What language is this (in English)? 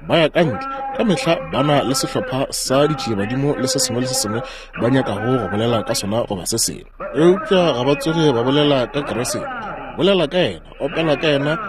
Northern Sotho